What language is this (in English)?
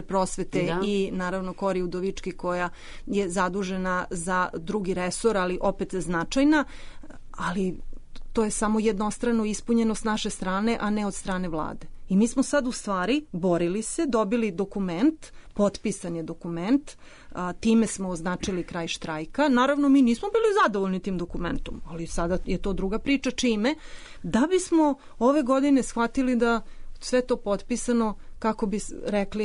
Serbian